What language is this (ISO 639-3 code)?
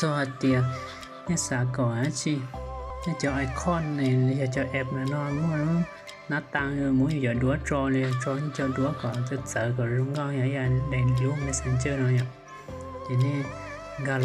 hmn